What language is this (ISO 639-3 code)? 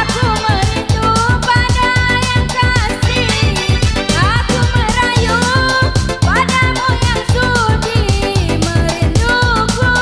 mui